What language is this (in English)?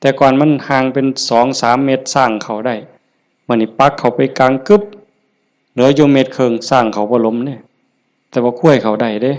Northeastern Thai